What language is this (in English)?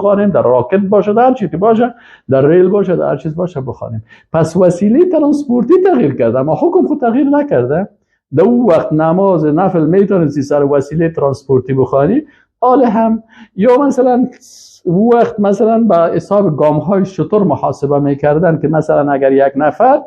Persian